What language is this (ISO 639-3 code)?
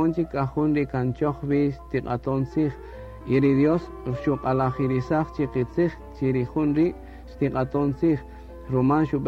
cak